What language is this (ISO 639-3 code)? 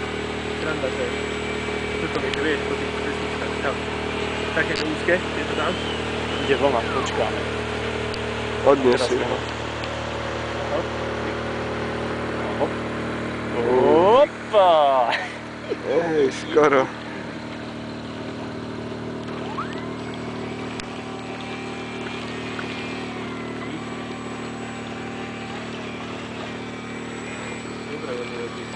slk